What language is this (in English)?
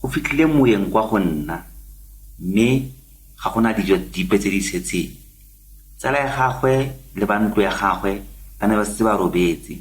Tswana